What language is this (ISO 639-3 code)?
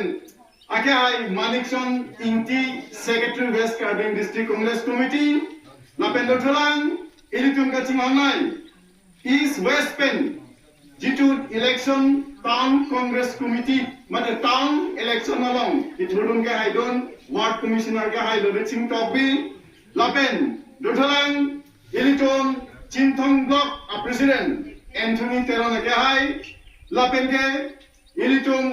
mjw